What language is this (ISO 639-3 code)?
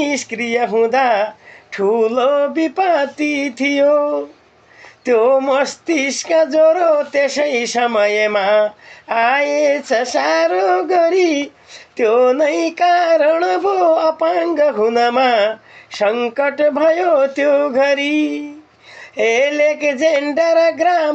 nep